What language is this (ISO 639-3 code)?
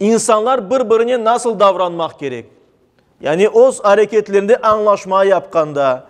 crh